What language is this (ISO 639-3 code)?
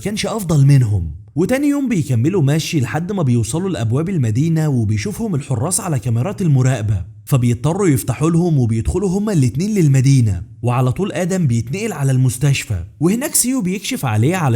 arz